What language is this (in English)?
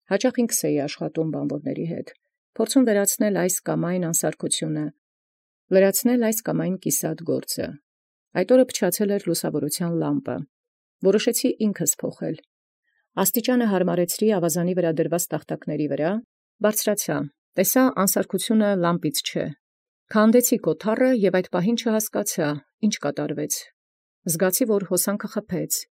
Armenian